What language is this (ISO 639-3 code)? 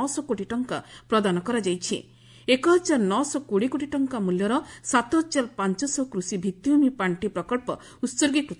ori